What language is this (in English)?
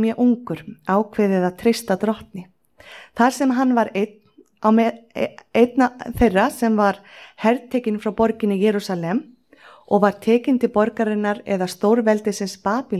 Icelandic